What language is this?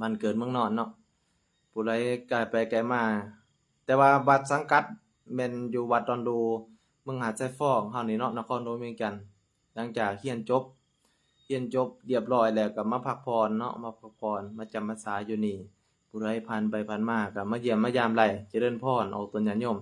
Lao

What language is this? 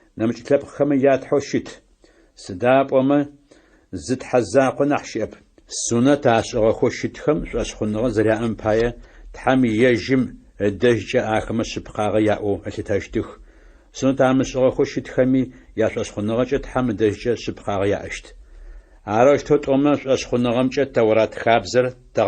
Adyghe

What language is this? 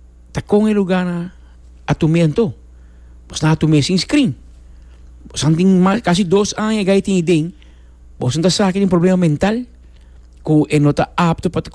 Papiamento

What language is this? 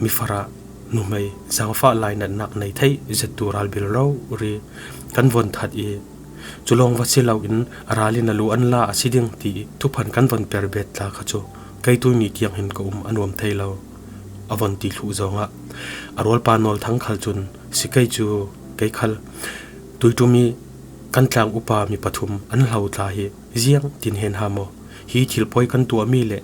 Falam Chin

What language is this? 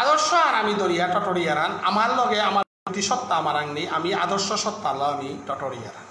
Bishnupriya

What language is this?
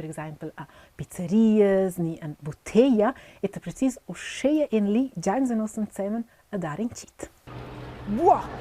Romansh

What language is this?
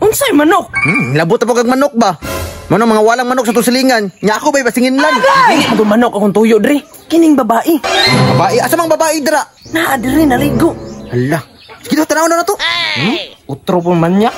Cebuano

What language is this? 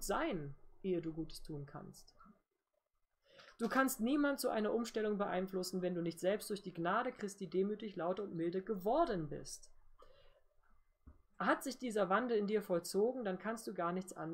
German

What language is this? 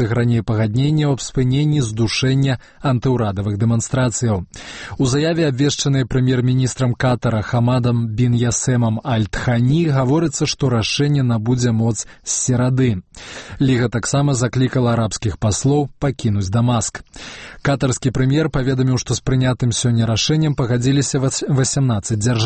Belarusian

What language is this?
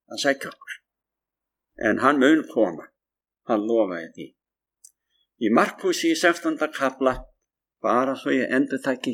Icelandic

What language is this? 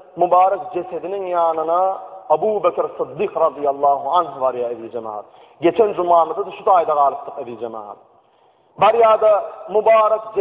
Turkmen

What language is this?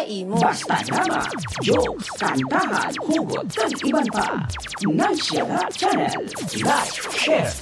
Hiligaynon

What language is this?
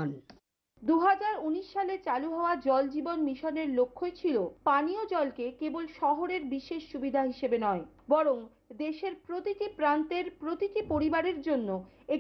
Bangla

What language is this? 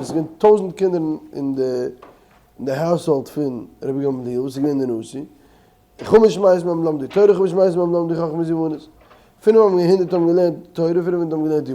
Yiddish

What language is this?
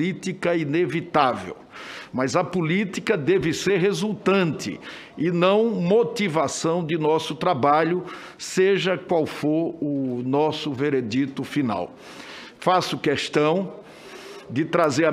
Portuguese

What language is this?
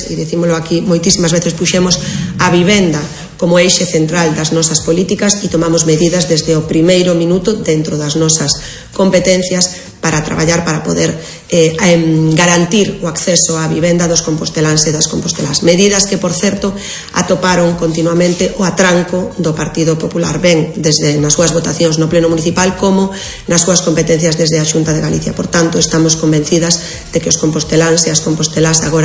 Galician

